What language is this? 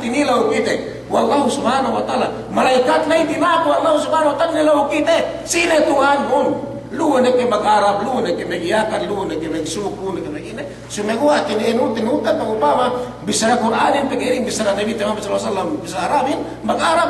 Yakan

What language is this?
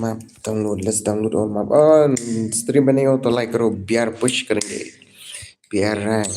Khasi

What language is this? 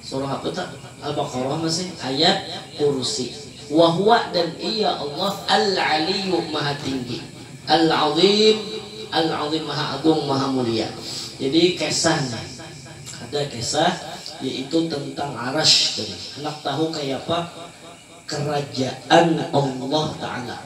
Banjar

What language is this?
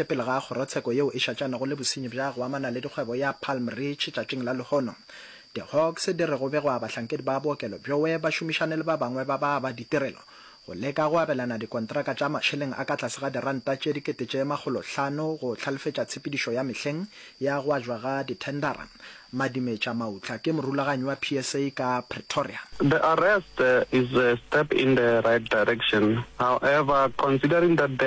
Northern Sotho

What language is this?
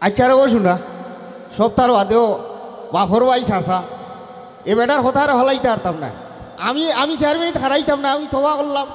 Sylheti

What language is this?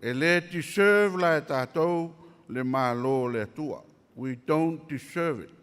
Samoan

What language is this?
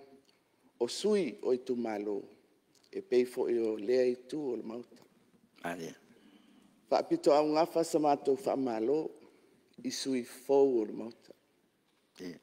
Samoan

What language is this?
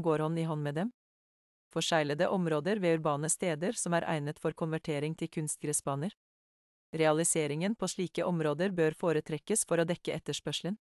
Norwegian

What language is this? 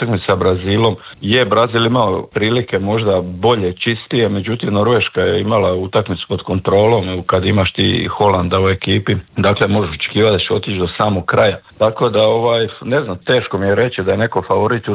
Croatian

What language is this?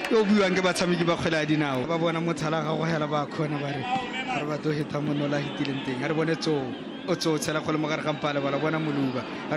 Tswana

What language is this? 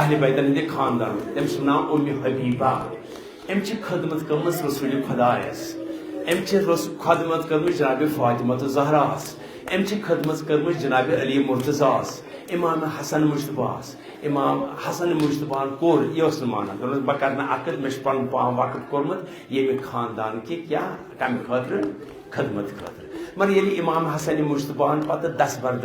Kashmiri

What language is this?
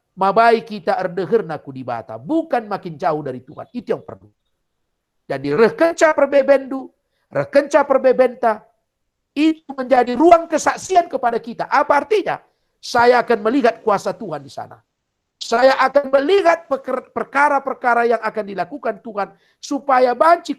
Batak Karo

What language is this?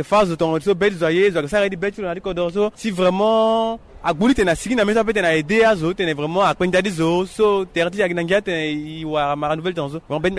Sango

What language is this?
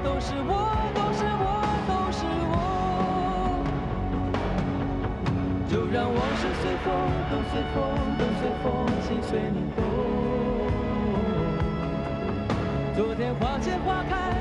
Chinese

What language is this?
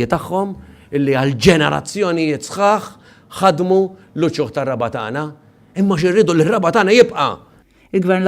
Maltese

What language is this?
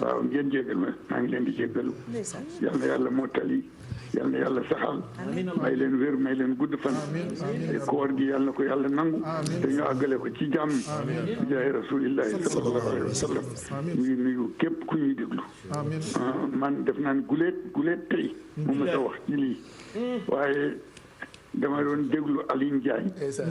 Wolof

